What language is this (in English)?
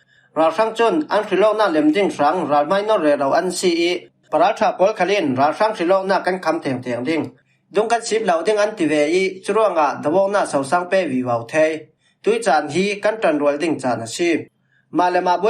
Falam Chin